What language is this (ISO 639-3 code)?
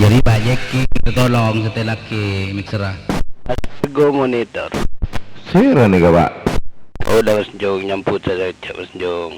mad